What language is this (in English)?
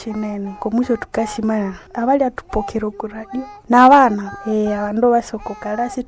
Nande